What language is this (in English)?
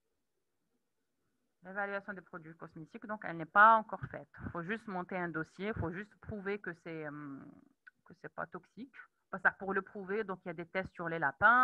French